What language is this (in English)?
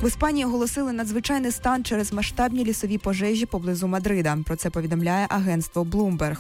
Ukrainian